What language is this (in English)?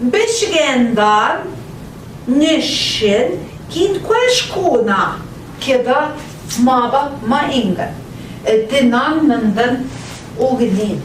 Central Ojibwa